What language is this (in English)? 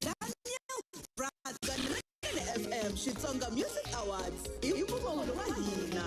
Tsonga